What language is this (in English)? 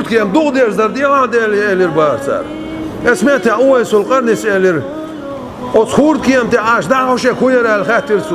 Chechen